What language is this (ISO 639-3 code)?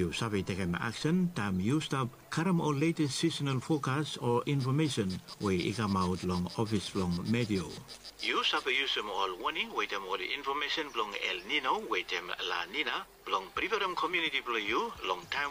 bis